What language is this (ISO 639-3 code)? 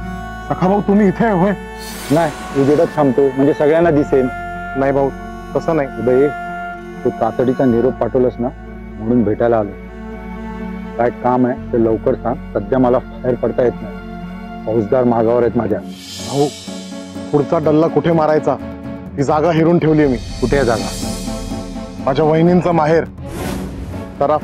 mar